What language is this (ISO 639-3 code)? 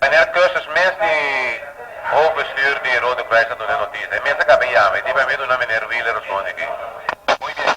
pap